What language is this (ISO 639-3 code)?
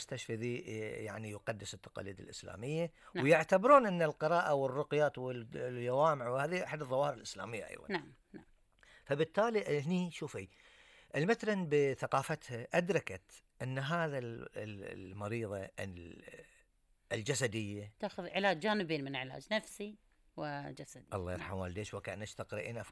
afb